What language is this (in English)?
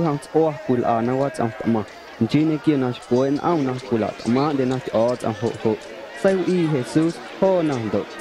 Guerrero Amuzgo